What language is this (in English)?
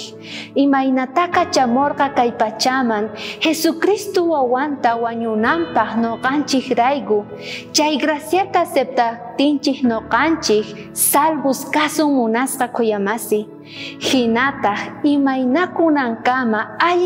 South Bolivian Quechua